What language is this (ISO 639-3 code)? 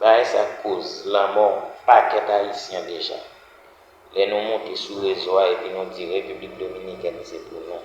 hat